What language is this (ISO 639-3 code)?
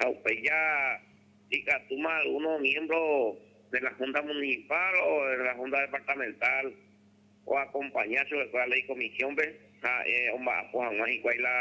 grn